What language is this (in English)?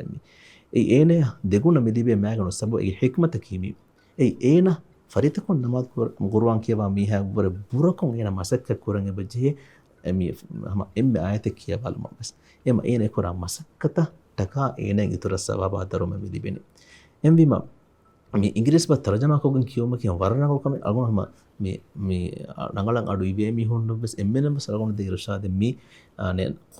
Divehi